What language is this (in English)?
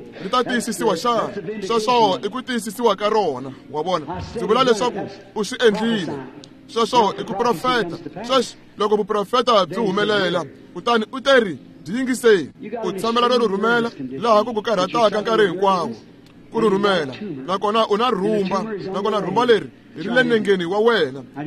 Tsonga